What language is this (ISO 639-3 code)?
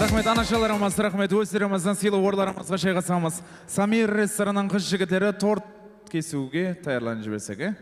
kaa